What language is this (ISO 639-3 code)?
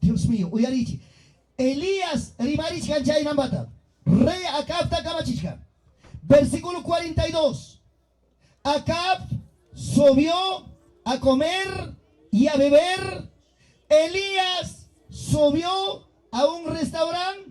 quy